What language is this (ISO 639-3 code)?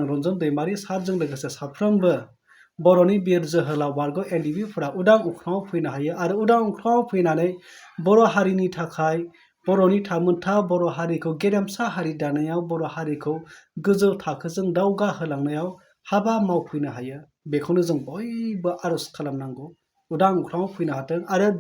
brx